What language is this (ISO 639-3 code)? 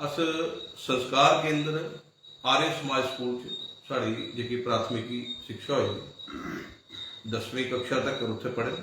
doi